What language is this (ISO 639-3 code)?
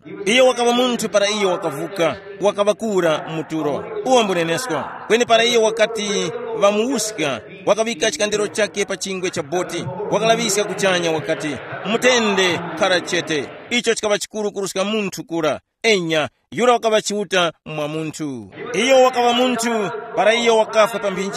tum